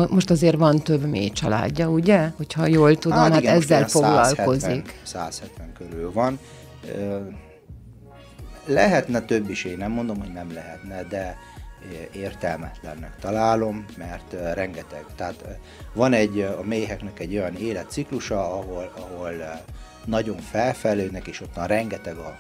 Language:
Hungarian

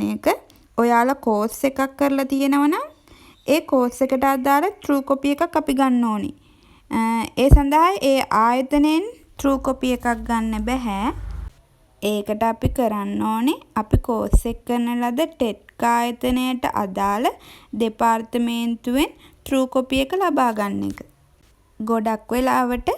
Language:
Sinhala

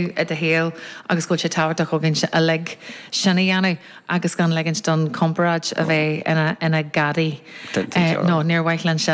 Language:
Irish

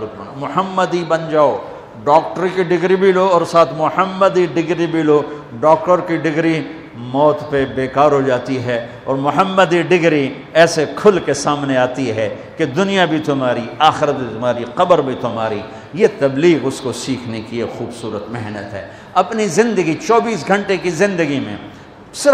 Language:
Urdu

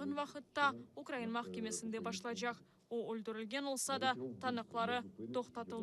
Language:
Crimean Tatar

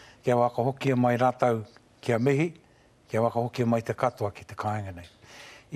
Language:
Māori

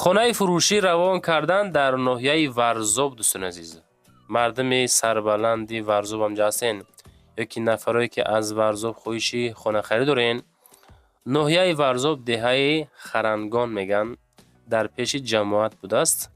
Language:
Tajik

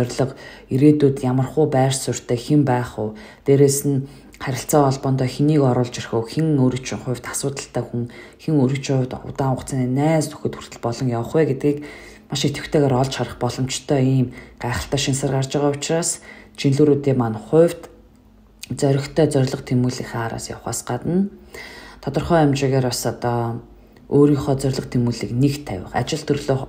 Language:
Mongolian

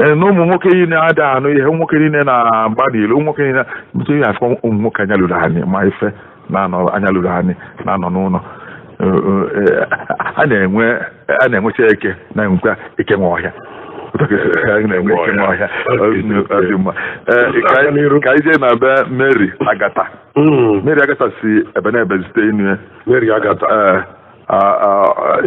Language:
Igbo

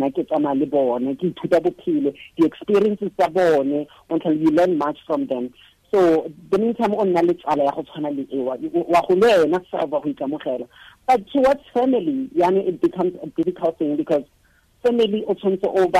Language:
Tswana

